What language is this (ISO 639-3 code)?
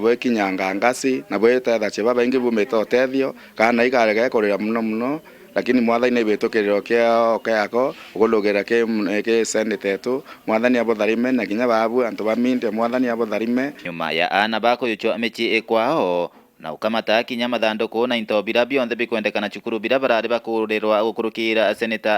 mer